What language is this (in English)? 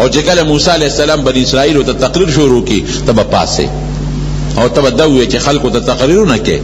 Pashto